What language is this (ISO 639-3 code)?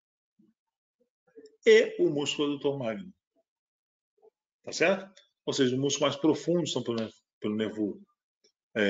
por